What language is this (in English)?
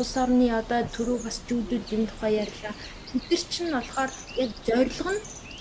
Mongolian